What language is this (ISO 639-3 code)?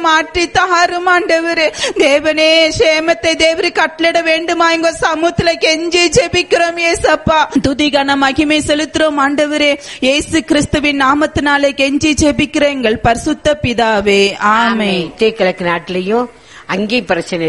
tam